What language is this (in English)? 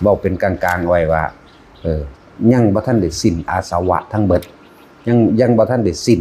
Northeastern Thai